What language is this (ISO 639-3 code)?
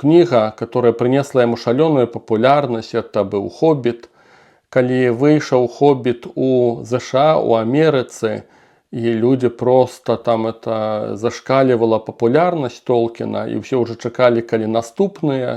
bel